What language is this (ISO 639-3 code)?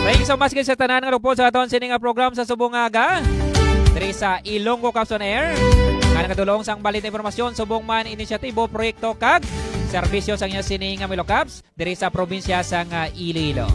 hil